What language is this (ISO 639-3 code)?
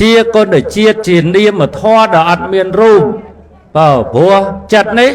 khm